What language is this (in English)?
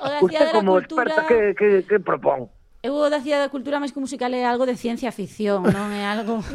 Galician